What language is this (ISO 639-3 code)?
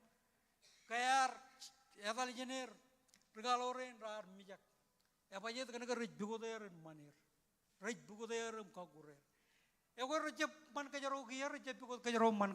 mah